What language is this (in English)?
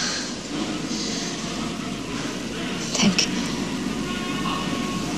Swedish